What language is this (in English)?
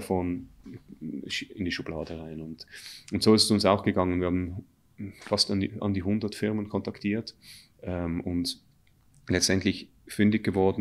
German